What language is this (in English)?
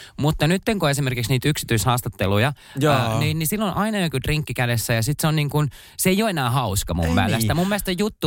Finnish